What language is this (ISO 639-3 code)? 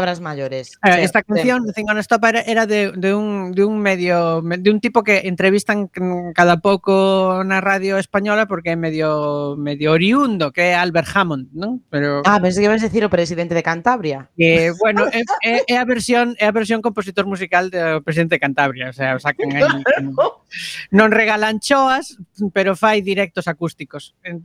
glg